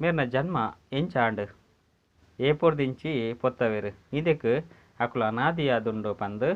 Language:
Tulu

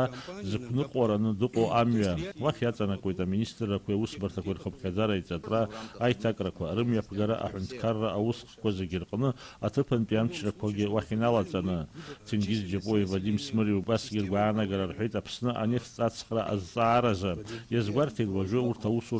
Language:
Abkhazian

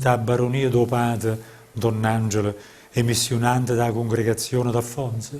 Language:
Neapolitan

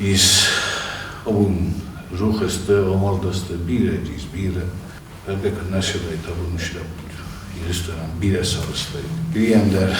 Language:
Ossetic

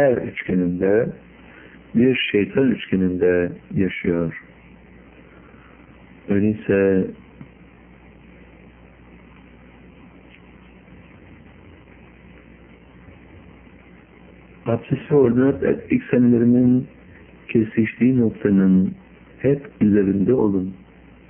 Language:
Turkish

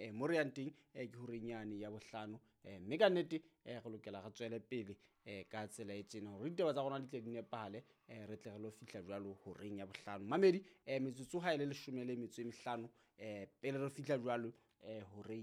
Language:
Southern Sotho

